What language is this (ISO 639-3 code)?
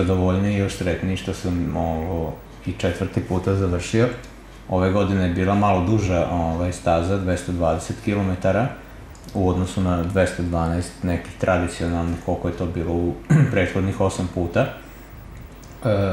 srp